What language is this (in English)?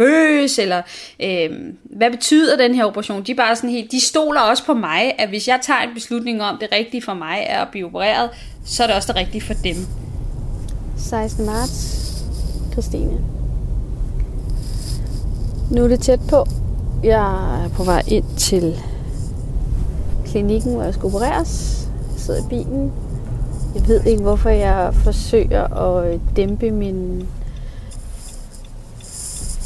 Danish